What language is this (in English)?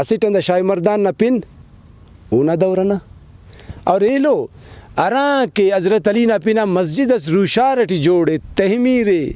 Brahui